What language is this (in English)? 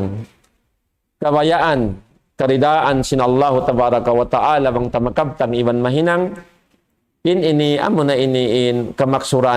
Tausug